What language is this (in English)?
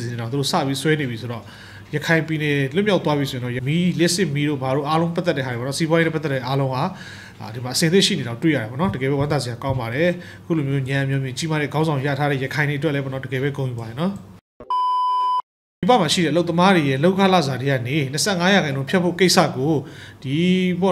Burmese